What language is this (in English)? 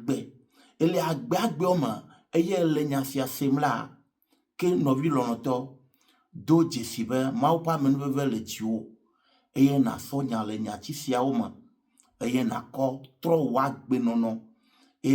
Ewe